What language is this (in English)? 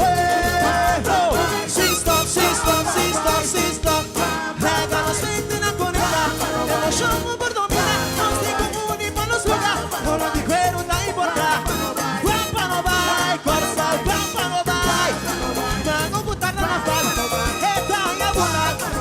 Papiamento